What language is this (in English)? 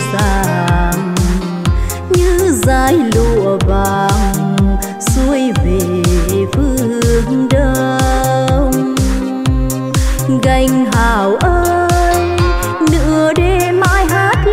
Vietnamese